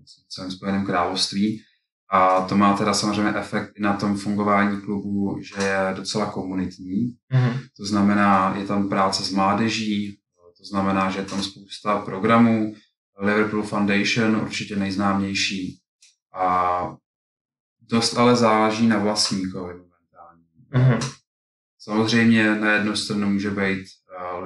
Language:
Czech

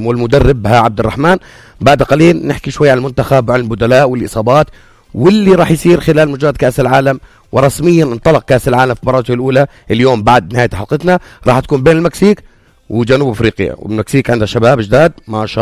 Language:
North Levantine Arabic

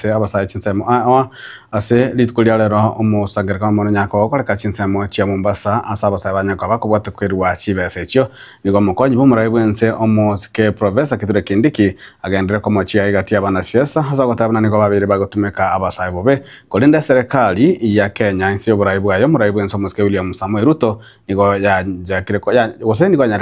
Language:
Gusii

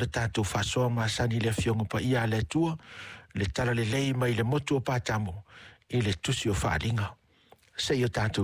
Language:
Samoan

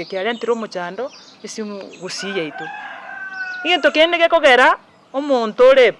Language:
Gusii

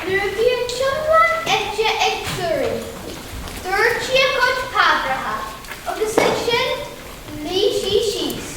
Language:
Irish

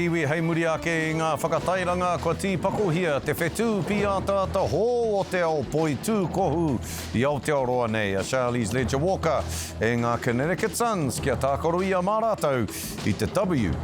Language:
Māori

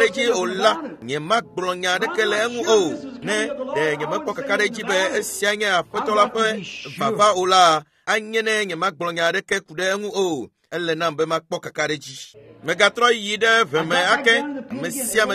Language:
Ewe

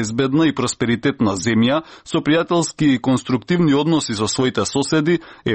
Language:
Macedonian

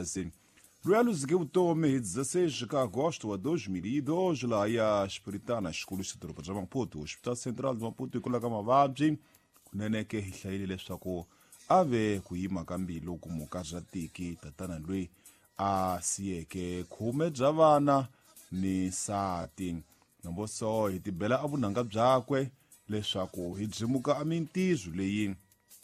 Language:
Tsonga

